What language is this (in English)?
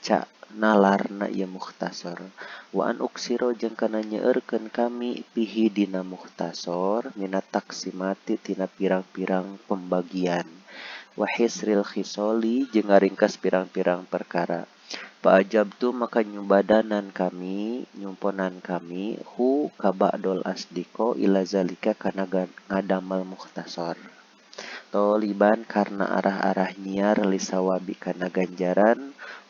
Sundanese